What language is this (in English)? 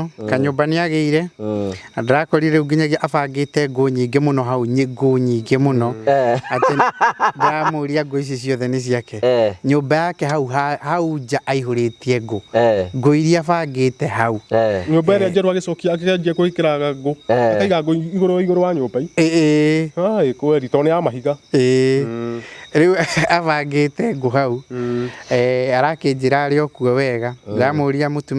Kikuyu